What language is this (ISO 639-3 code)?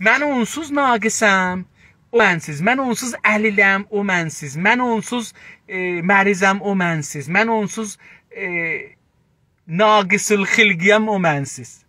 azb